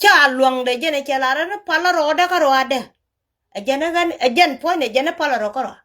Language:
Nuer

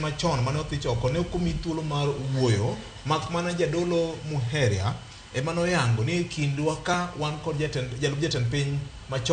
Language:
Luo (Kenya and Tanzania)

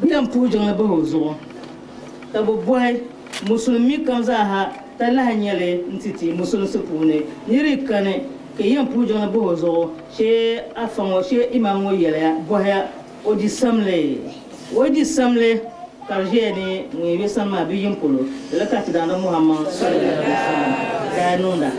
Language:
Dagbani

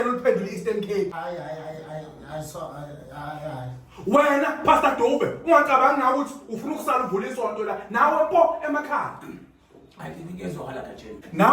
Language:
Zulu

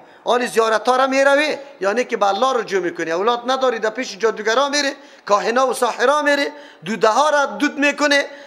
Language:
Persian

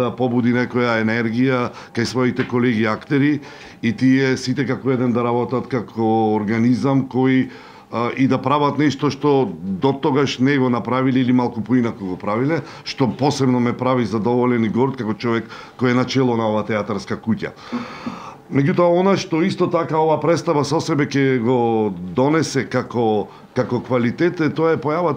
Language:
Macedonian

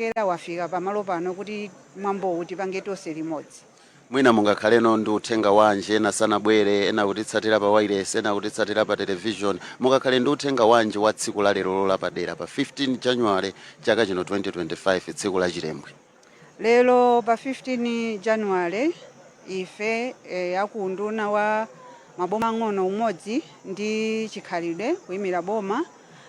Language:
Nyanja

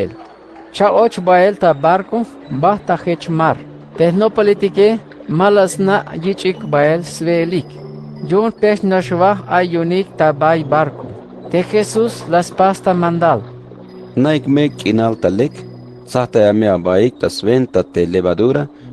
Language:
Tzeltal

